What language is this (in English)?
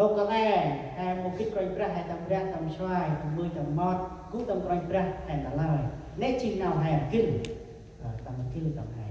Central Mnong